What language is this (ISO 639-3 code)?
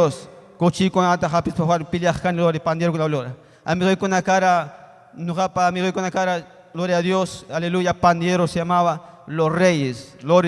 quy